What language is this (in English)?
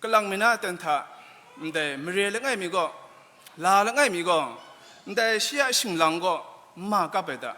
Kachin